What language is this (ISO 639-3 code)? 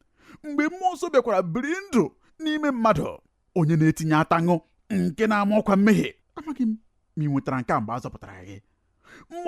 ibo